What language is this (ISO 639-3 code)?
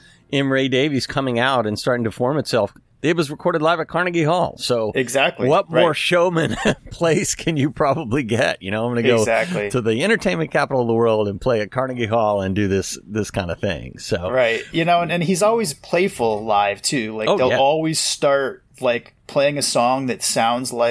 eng